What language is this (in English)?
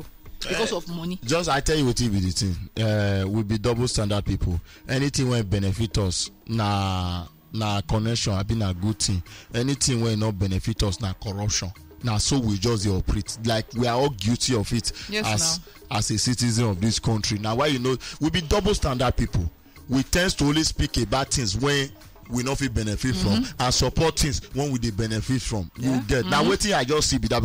Nigerian Pidgin